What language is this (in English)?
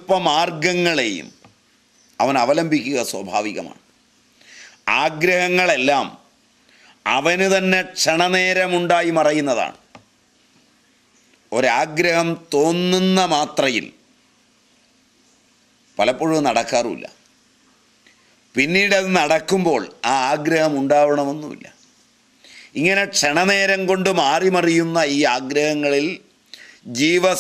Malayalam